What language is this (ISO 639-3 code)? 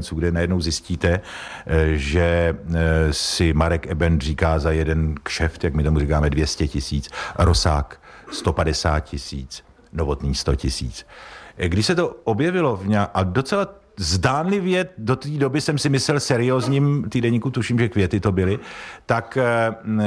ces